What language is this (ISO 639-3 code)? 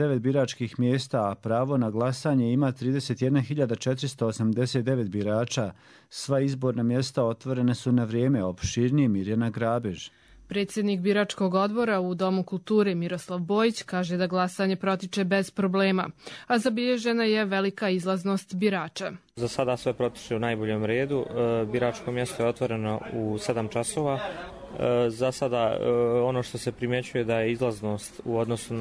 srp